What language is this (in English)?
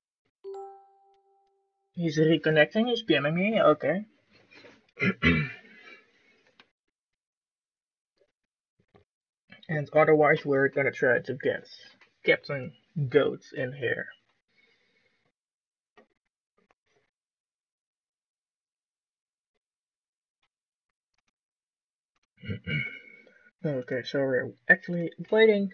English